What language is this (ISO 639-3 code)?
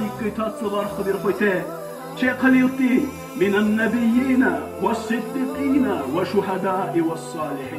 dar